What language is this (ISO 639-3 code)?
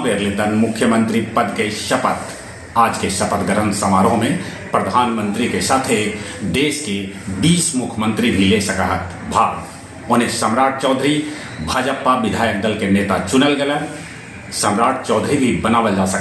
mag